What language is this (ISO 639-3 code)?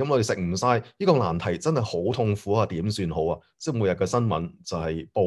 yue